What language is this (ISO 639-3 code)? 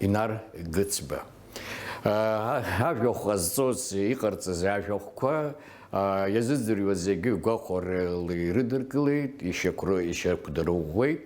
abk